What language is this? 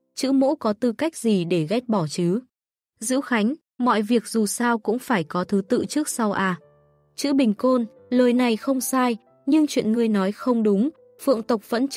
Vietnamese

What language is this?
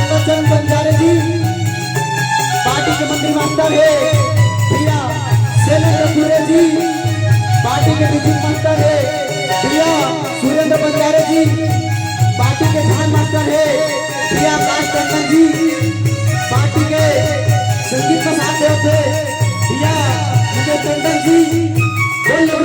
Chhattisgarhi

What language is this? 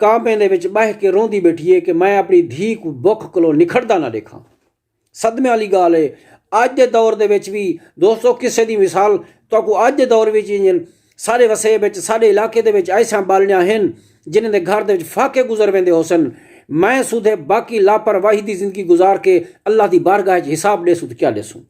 Saraiki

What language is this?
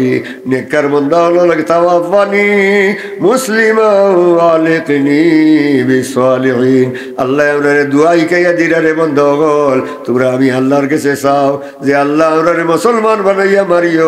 Sylheti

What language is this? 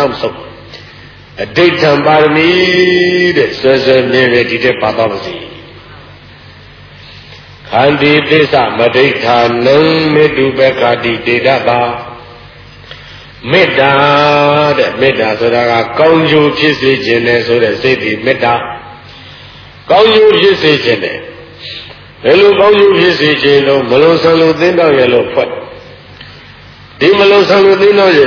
Burmese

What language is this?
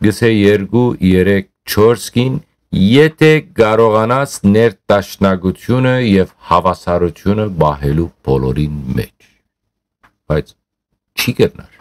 Western Armenian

